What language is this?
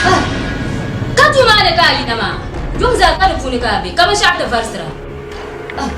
Dagbani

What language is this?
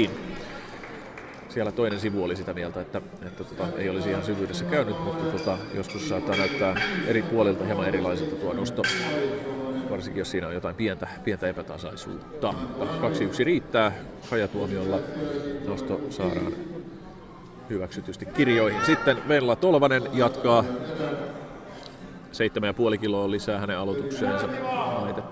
Finnish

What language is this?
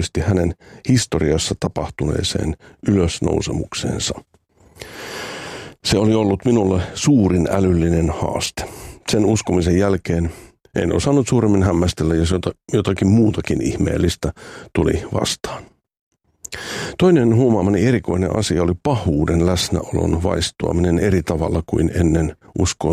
Finnish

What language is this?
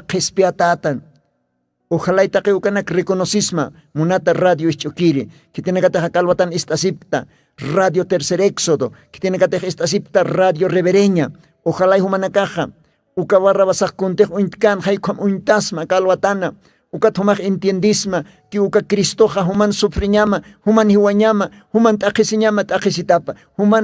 Aymara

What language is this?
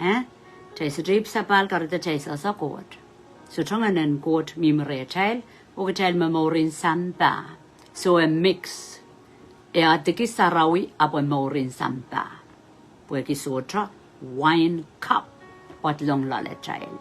Pohnpeian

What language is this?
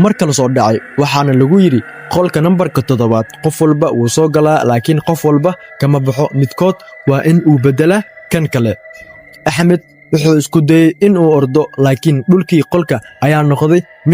Somali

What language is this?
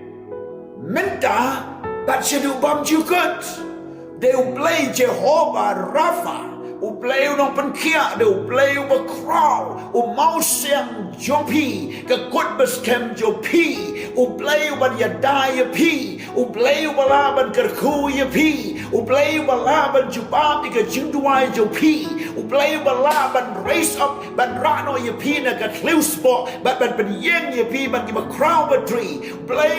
Khasi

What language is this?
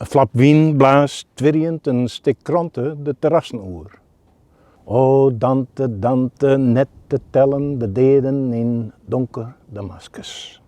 Western Frisian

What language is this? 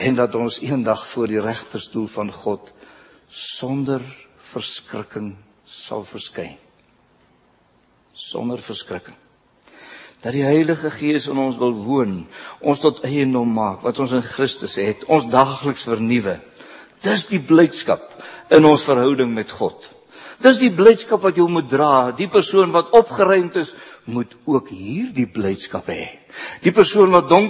Afrikaans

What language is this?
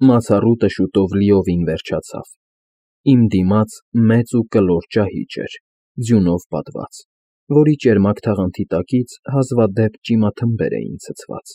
Armenian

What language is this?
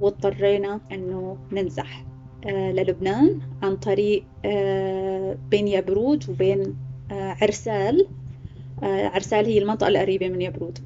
North Levantine Arabic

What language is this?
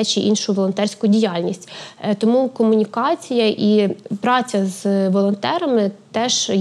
Ukrainian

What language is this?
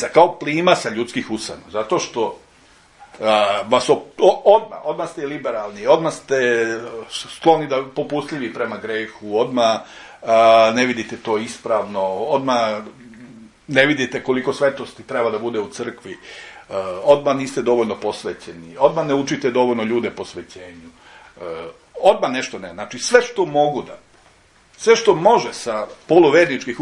Serbian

